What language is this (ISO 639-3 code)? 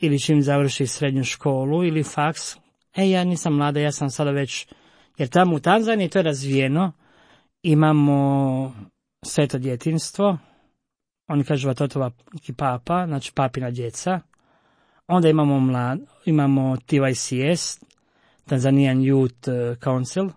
hrv